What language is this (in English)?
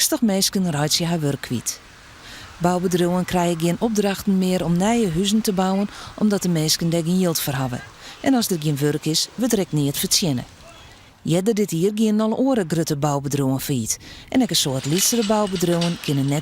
Western Frisian